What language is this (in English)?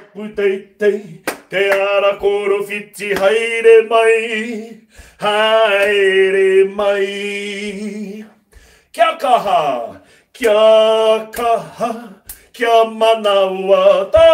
Māori